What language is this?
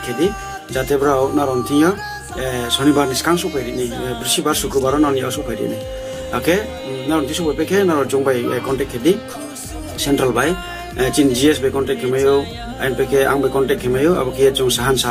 Riang (India)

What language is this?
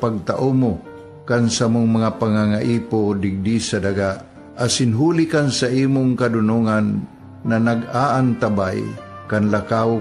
Bikol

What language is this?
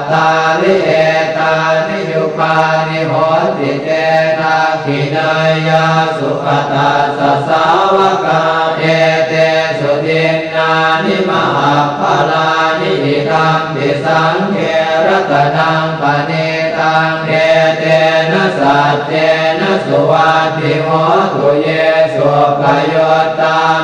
Pali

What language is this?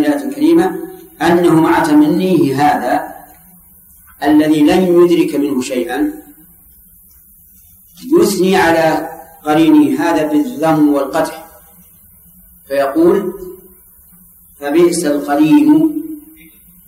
Arabic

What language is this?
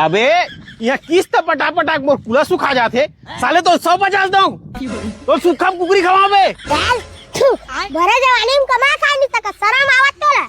Chhattisgarhi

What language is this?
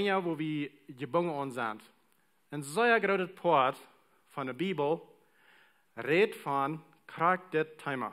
Plautdietsch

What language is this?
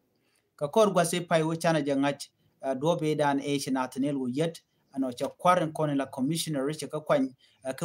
Nuer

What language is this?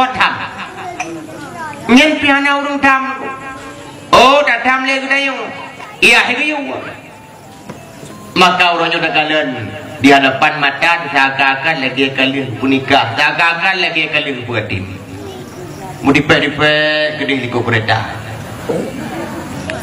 Malay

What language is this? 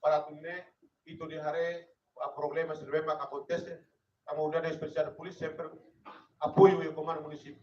Tetum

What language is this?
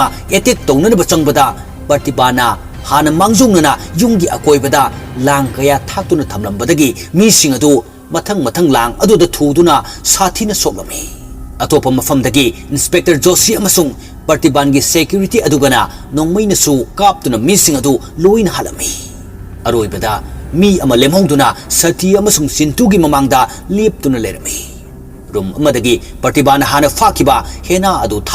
Manipuri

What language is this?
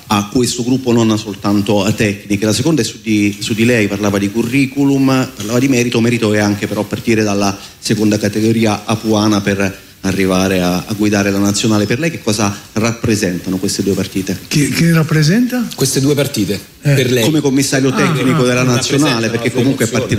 Italian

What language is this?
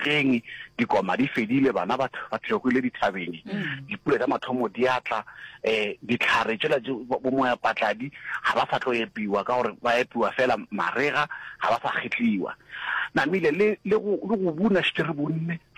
Northern Sotho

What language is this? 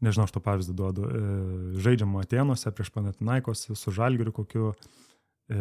Lithuanian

